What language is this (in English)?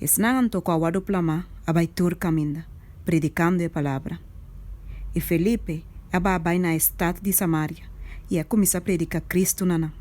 Papiamento